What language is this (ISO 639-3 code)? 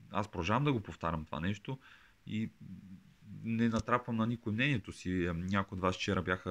bul